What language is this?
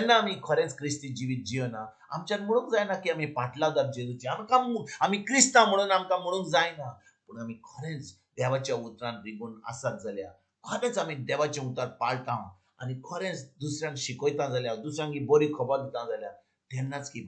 Konkani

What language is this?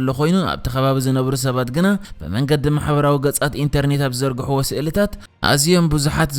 Tigrinya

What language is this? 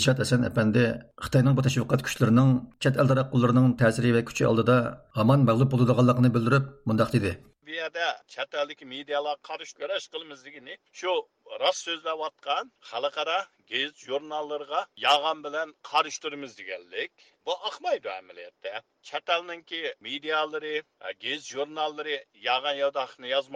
Uyghur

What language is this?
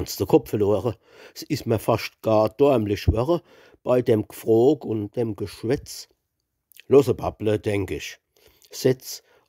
Palatine German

